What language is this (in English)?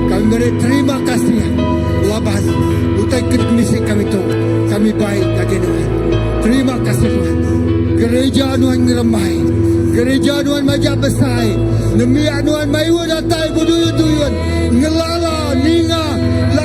Iban